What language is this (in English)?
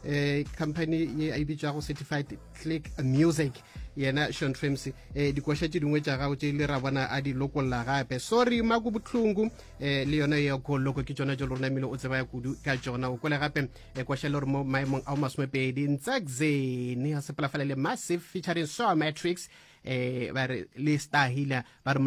Northern Sotho